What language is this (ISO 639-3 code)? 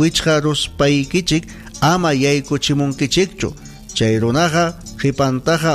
quy